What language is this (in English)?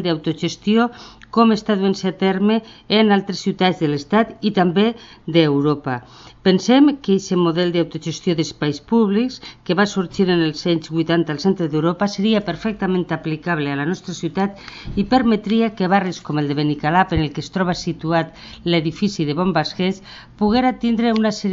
Catalan